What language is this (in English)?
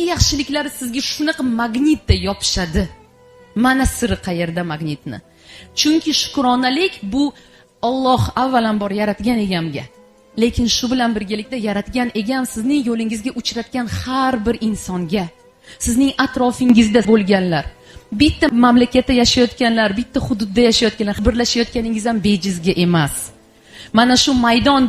Uzbek